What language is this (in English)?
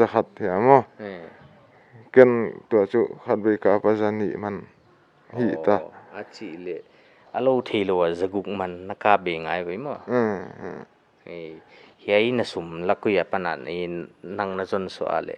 Paite Chin